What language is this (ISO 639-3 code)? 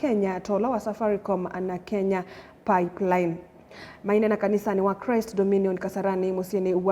kam